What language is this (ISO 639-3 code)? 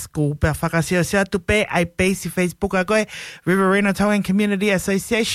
ton